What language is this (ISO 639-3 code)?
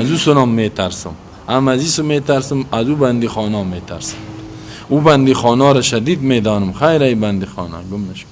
fas